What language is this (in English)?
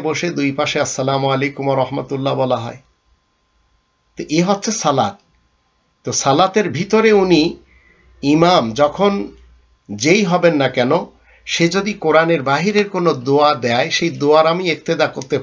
Bangla